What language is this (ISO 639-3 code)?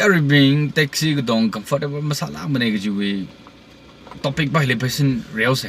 nmf